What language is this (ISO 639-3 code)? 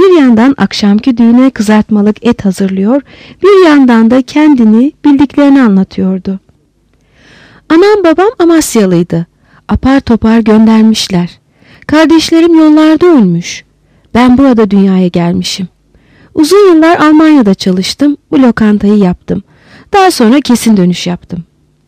tur